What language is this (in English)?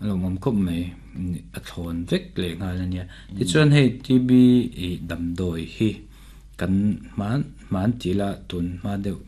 Mizo